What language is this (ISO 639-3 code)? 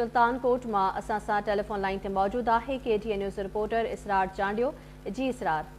snd